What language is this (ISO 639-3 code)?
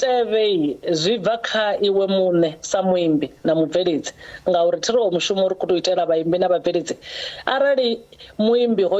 ven